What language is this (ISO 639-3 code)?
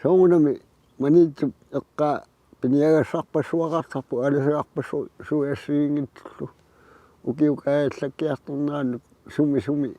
kal